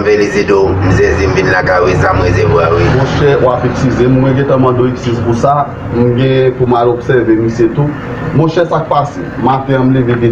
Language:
Haitian Creole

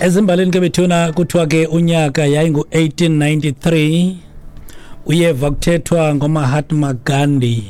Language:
Xhosa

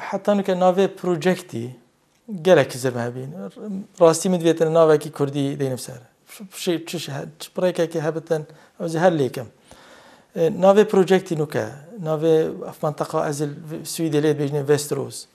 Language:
Kurdish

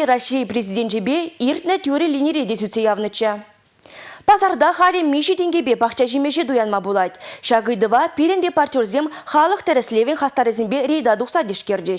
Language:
Chuvash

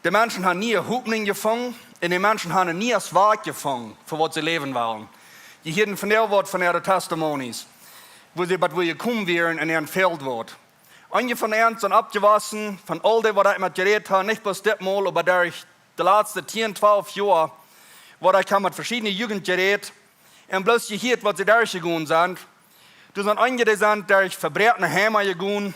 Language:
Plautdietsch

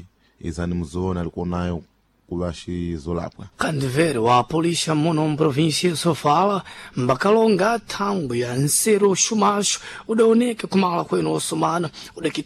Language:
Sena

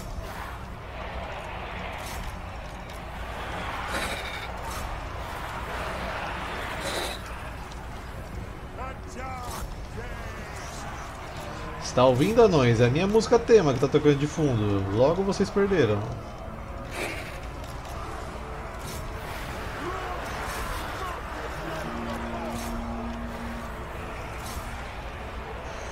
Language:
Portuguese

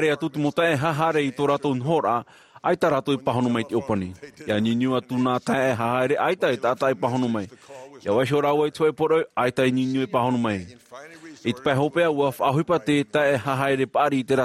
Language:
Tahitian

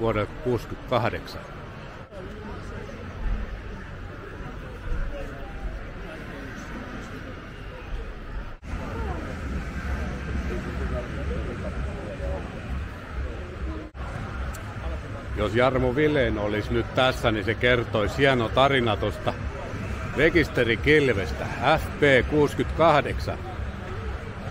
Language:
Finnish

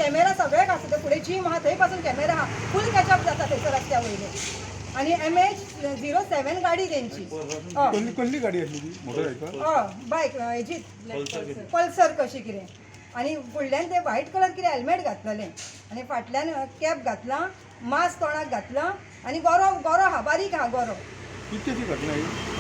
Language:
Konkani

